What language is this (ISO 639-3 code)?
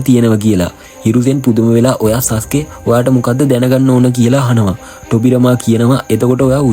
sin